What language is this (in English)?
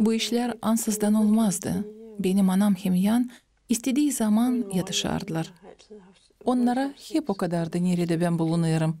Gagauz